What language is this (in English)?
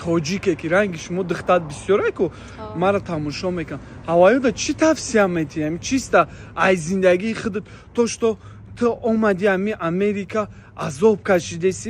Tajik